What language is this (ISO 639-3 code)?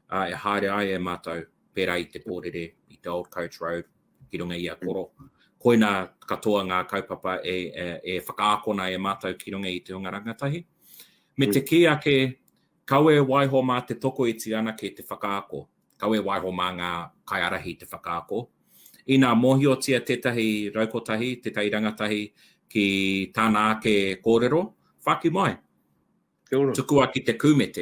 mri